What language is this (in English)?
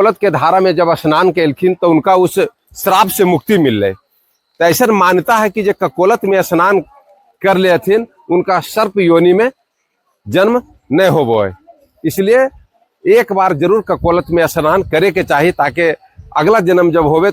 Magahi